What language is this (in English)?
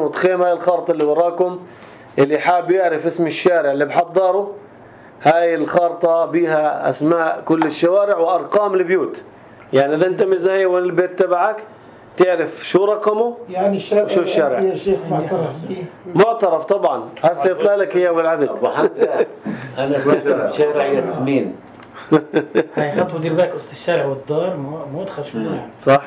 North Levantine Arabic